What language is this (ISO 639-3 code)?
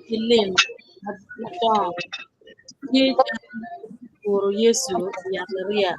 ach